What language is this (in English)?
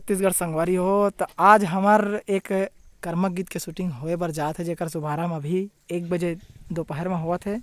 Chhattisgarhi